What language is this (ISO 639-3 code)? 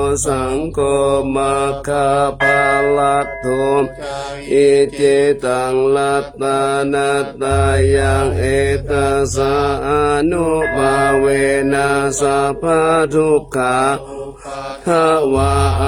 pli